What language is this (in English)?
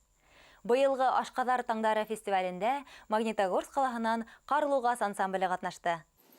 Bashkir